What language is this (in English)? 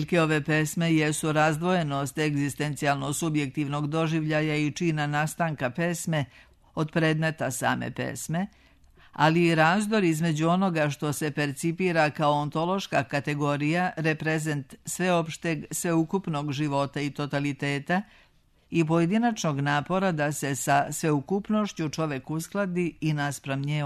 Serbian